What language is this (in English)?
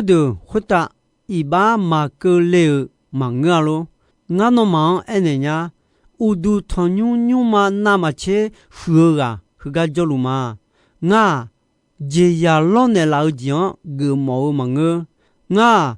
Akha